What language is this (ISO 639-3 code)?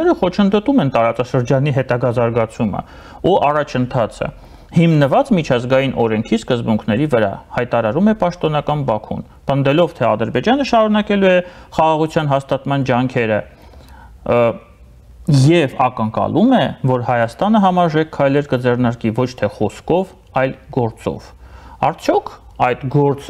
hye